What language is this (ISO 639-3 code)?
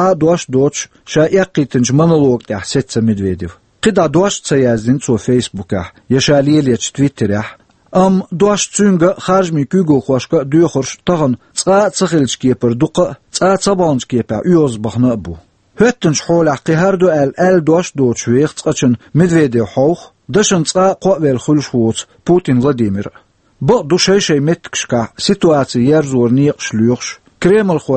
che